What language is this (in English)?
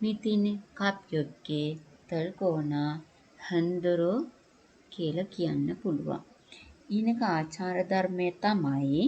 Sinhala